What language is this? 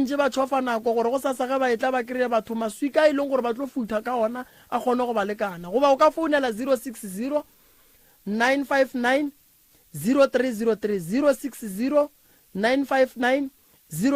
Northern Sotho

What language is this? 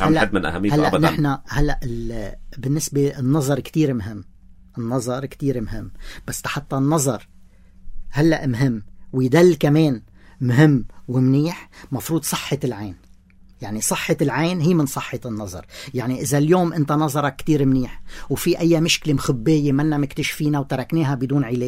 North Levantine Arabic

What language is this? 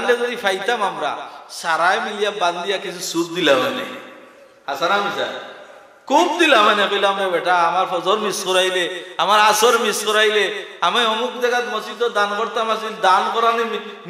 Sylheti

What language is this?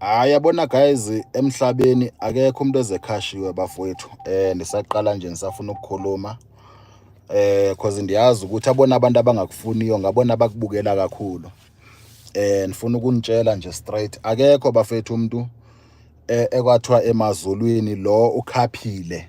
Zulu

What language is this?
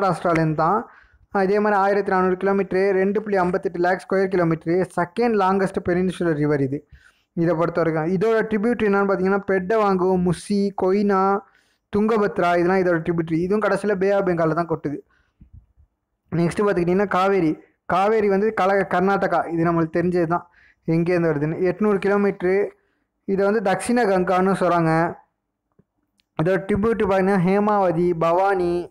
Tamil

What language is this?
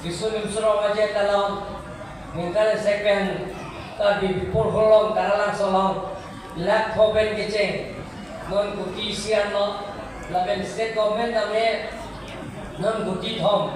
Karbi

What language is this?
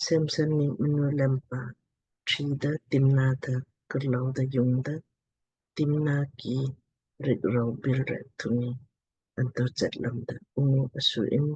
Lamkang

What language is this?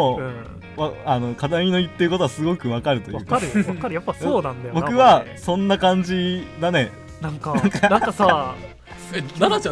Japanese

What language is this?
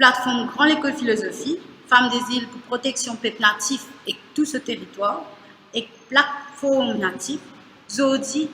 Morisyen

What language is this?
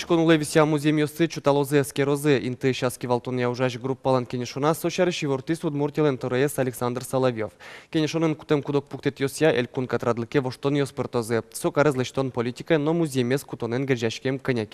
Udmurt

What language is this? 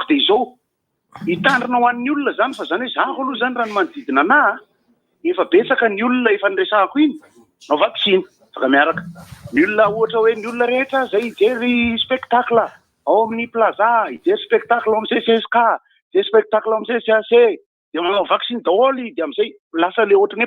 Malagasy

